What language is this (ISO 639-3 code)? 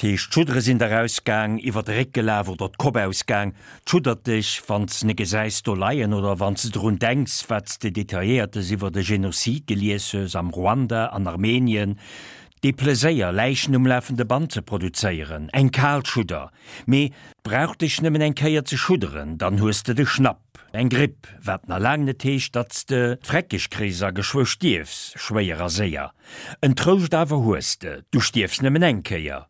ltz